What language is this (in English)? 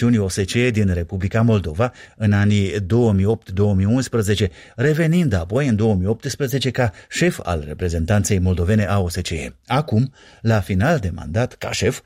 Romanian